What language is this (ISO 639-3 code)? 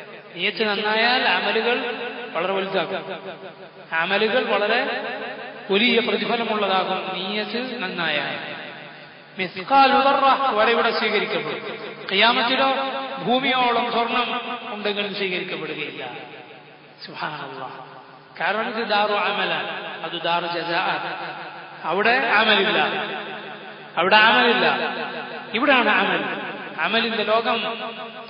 mal